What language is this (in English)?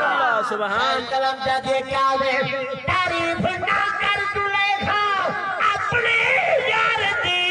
Saraiki